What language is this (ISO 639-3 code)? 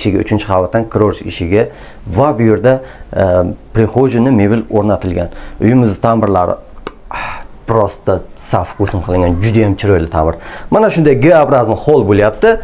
uzb